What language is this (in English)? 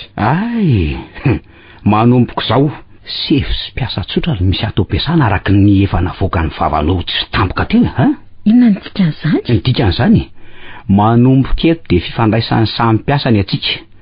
Malagasy